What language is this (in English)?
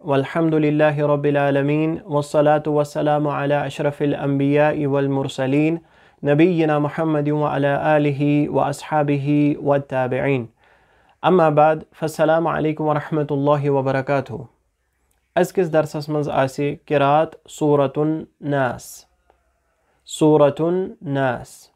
Kashmiri